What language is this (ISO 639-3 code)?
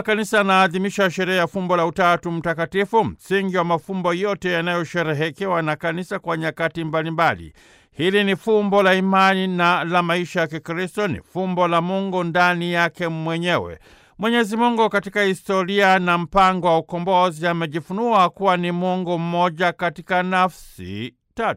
swa